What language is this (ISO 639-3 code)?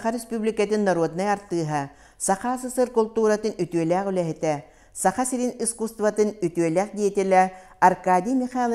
sah